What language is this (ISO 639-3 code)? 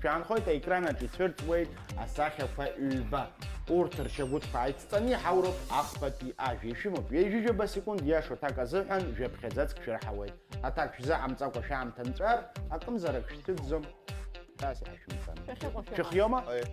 abk